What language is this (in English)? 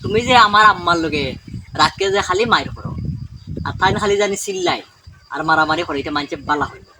Sylheti